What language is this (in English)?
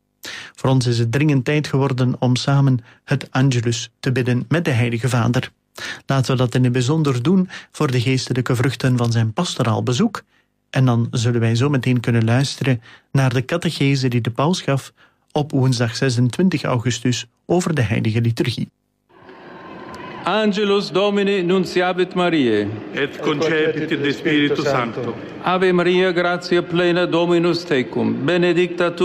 Dutch